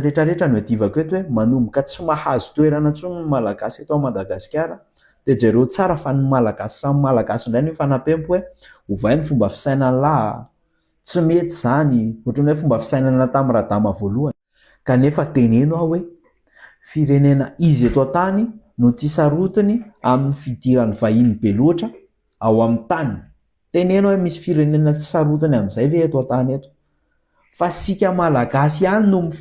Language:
Malagasy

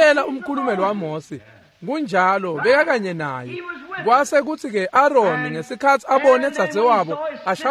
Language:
Swati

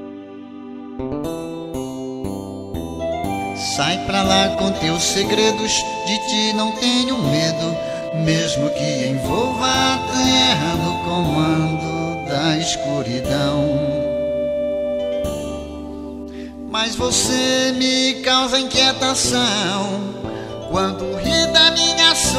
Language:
Portuguese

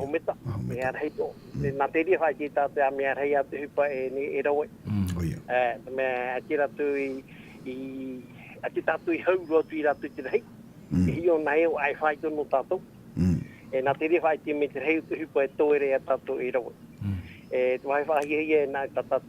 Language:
Tahitian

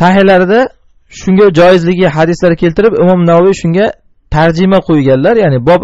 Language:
Uzbek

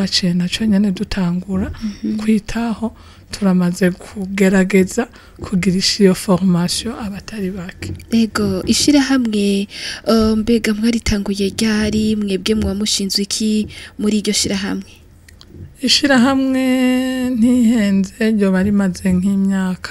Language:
Rundi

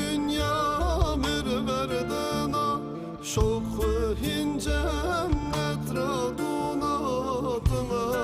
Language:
Zaza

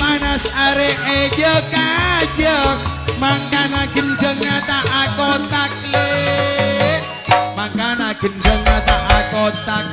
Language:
Madurese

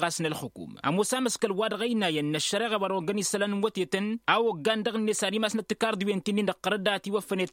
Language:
Tamasheq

